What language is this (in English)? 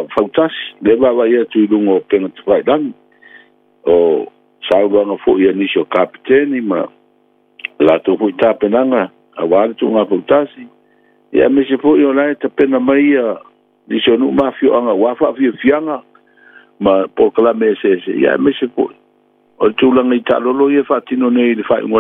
Samoan